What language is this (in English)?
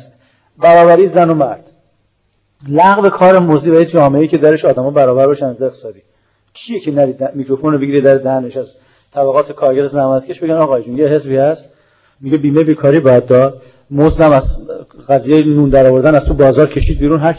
Persian